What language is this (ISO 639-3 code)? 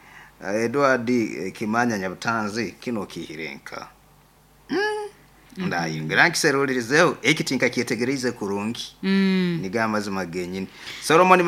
nyo